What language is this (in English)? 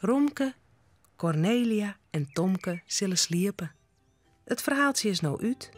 Western Frisian